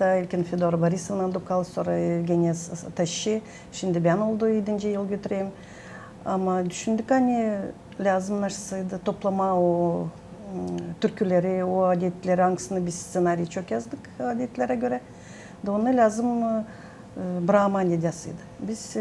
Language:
Gagauz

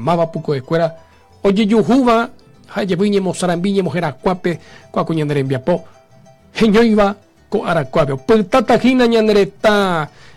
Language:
Guarani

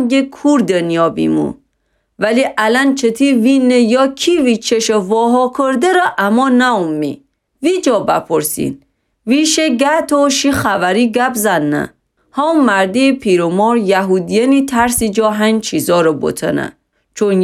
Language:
Gilaki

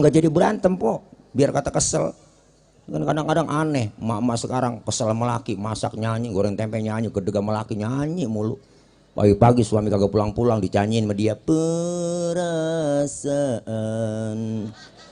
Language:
Betawi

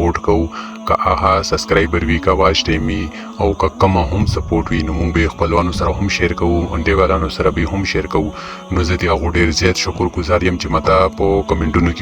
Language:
Pashto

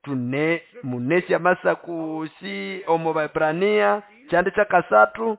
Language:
Nande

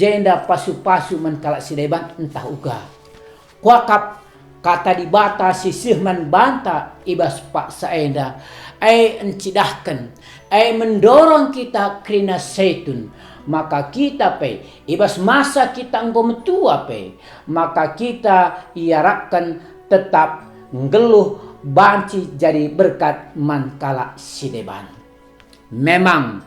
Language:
Batak Karo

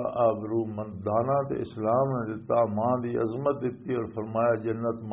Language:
Western Panjabi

